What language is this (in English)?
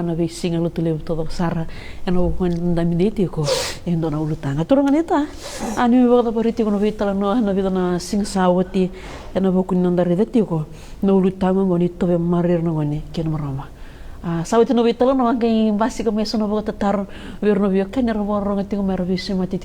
Fijian